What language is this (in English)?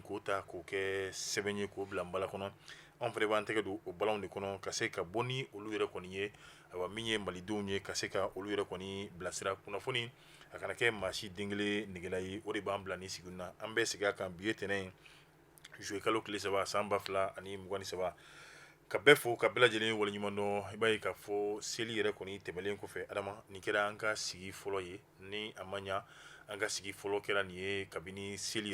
Bambara